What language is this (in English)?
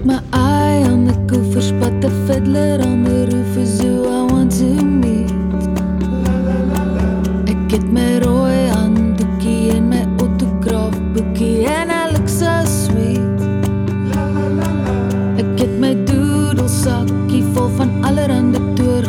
Afrikaans